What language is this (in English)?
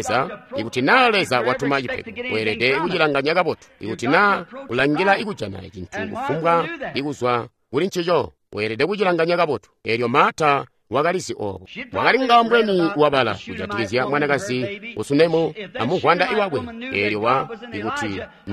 Tonga (Zambia)